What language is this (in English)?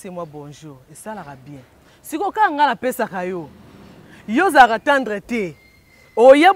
Lingala